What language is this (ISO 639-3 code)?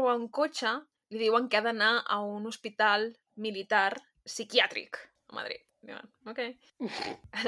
cat